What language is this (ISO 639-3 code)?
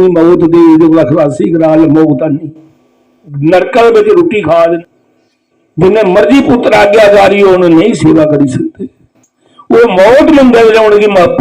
doi